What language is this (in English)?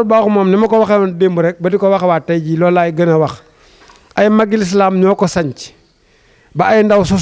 Wolof